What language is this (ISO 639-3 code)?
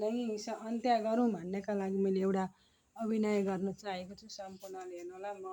nep